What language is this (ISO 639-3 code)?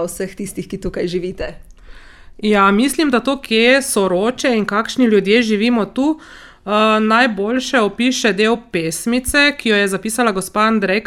slv